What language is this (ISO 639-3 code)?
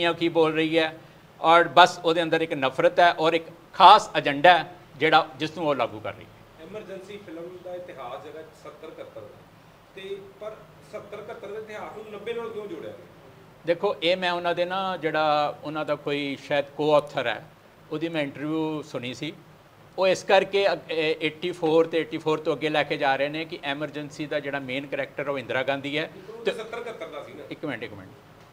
pan